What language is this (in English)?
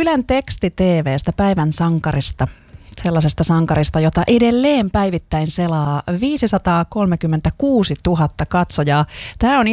Finnish